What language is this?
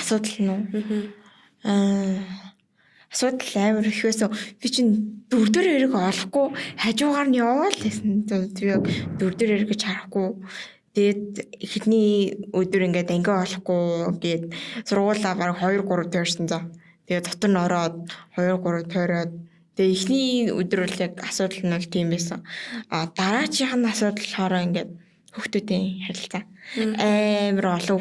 Mongolian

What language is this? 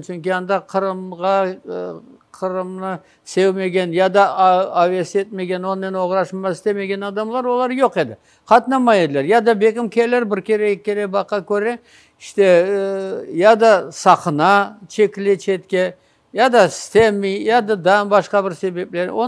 Crimean Tatar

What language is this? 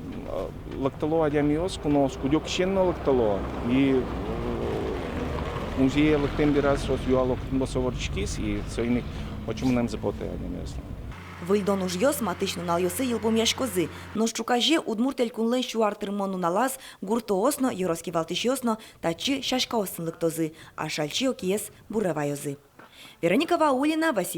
Udmurt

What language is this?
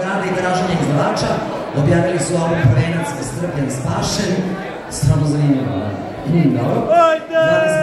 Serbian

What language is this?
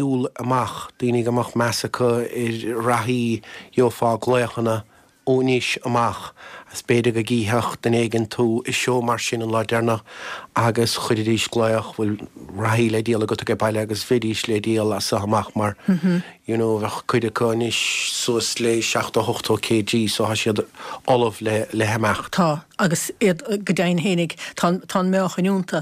Irish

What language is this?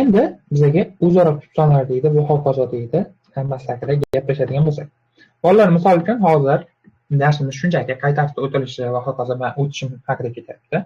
Uzbek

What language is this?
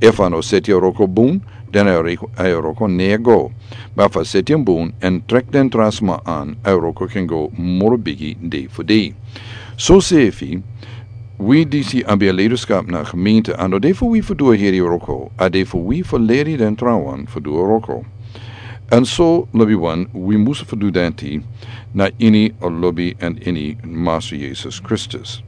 Sranan Tongo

